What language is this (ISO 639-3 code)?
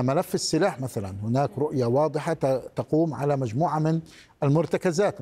ara